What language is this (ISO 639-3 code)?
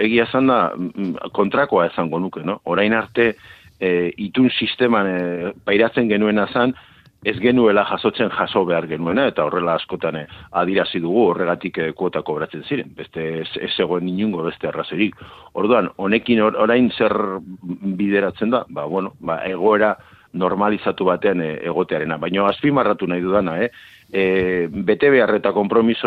eus